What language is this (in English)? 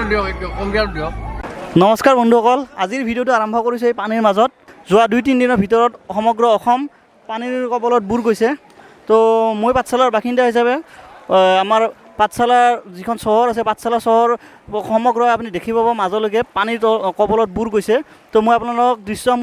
Assamese